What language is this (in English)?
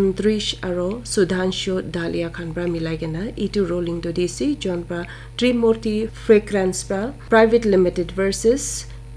Naga Pidgin